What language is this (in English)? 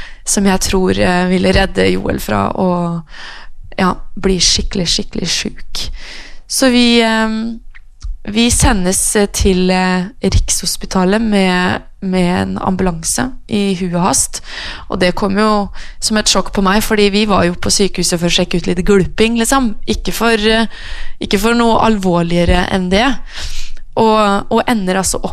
Norwegian